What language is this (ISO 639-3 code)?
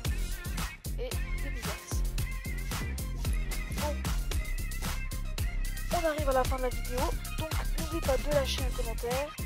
fra